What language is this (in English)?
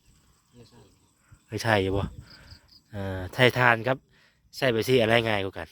Lao